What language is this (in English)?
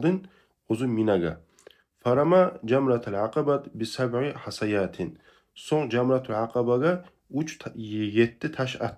Kumyk